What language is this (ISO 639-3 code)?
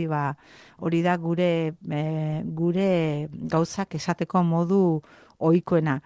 eus